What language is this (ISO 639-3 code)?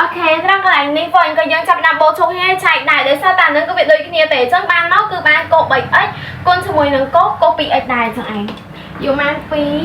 khm